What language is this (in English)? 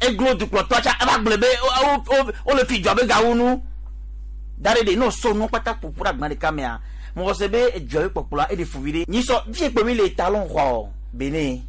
Gen